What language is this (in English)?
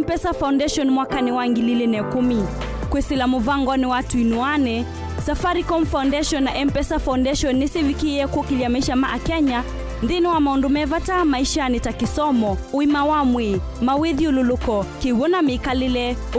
Kamba